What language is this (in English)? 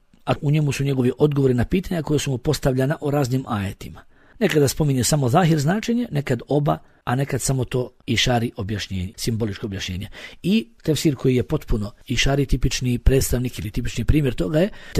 Bosnian